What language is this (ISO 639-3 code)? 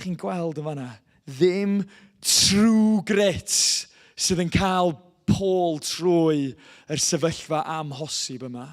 cym